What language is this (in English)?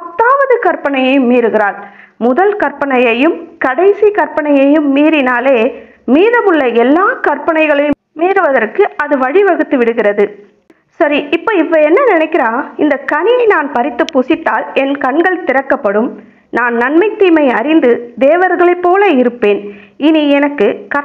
Tamil